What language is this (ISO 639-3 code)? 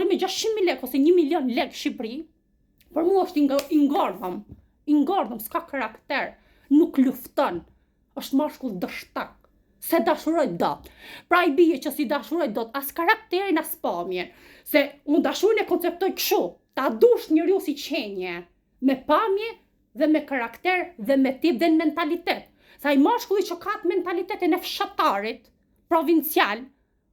sqi